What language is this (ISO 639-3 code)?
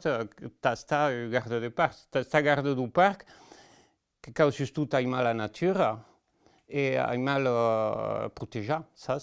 oci